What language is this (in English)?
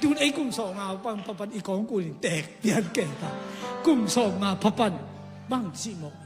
Tedim Chin